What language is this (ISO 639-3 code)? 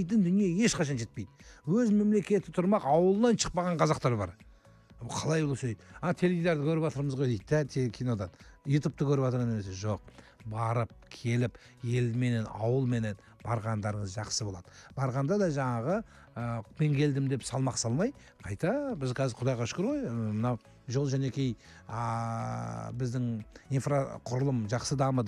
kaz